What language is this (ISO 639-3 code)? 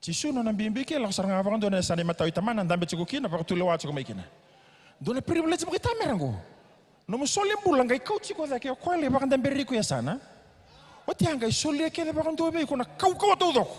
fij